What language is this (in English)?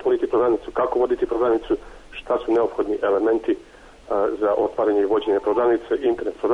Serbian